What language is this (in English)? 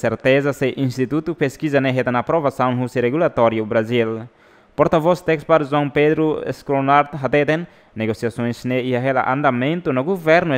Tetum